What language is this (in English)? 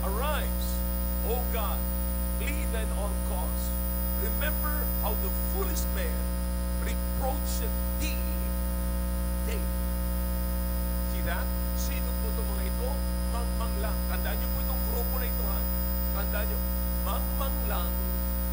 Filipino